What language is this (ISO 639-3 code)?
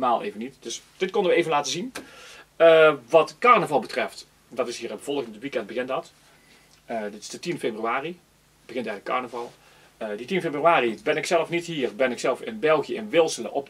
nld